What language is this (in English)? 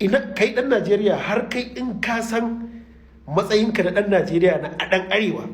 Hausa